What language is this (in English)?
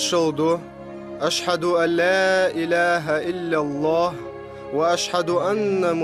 Ingush